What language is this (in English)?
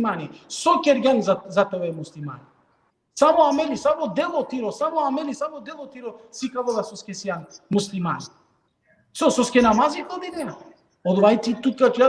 Balkan Romani